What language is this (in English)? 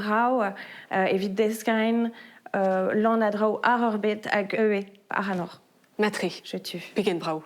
Breton